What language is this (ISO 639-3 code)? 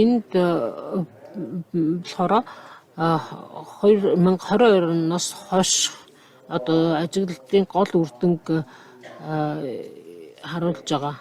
mon